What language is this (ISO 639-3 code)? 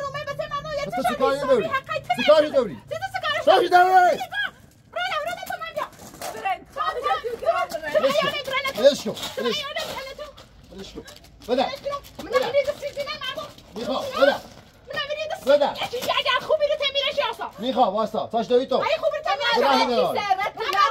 fas